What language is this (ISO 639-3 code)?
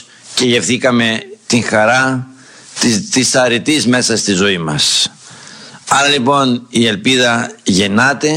ell